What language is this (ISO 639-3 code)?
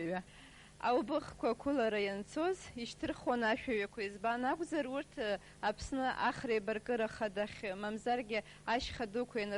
abk